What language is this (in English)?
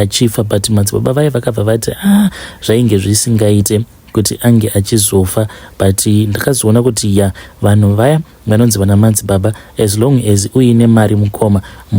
Shona